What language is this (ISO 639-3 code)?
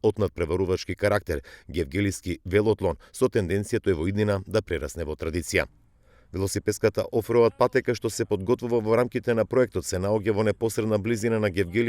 mkd